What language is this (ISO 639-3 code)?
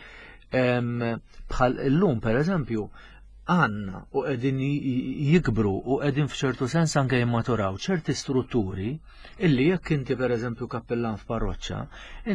mlt